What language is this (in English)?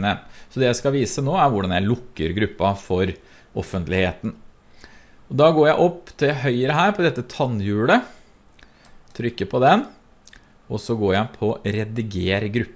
Norwegian